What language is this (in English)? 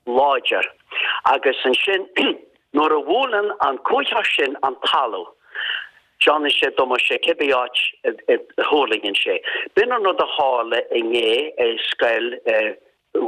Irish